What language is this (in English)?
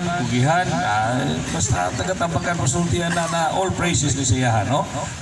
Cebuano